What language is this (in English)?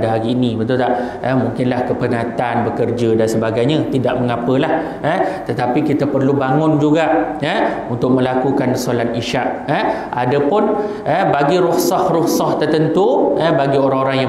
Malay